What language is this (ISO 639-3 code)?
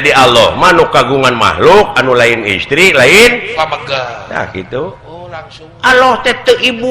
sun